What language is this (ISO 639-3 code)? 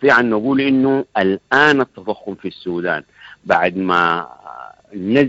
apd